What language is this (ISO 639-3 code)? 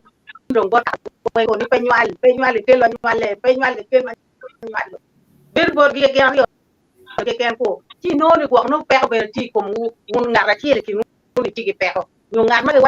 ach